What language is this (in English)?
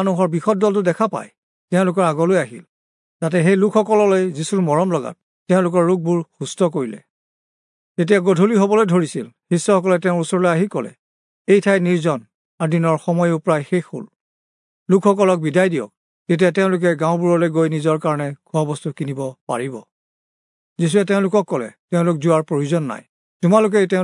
Assamese